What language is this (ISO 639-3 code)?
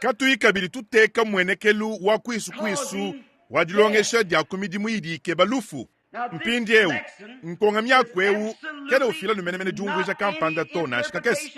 lua